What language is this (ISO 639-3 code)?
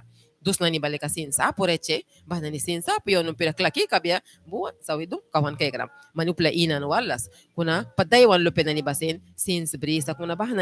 miq